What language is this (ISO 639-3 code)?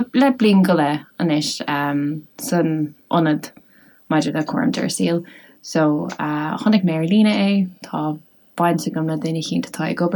gle